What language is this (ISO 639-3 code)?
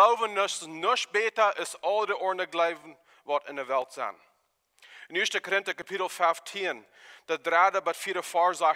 pdt